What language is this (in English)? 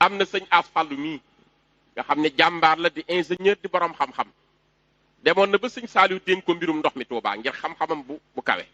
Wolof